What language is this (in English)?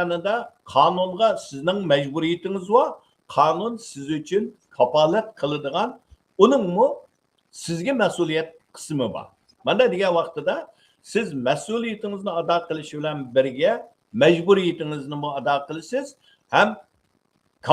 Uyghur